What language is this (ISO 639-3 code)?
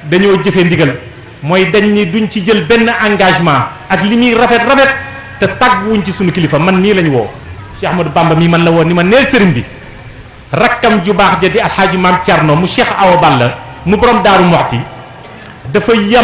wol